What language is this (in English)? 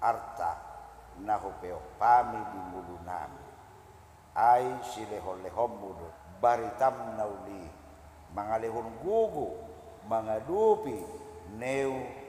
Batak Toba